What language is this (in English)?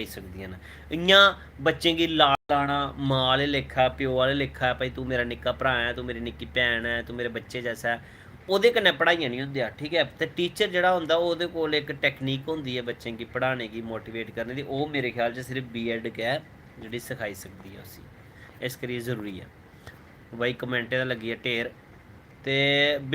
Dogri